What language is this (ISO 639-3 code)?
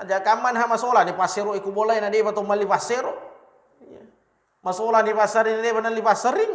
bug